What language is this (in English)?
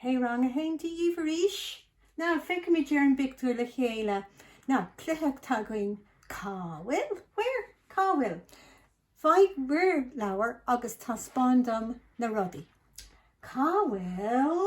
Irish